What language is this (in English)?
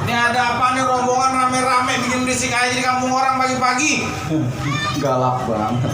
Betawi